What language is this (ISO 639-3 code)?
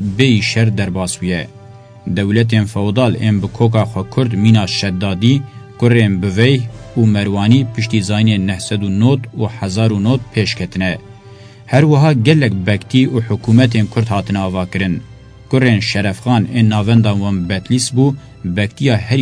kur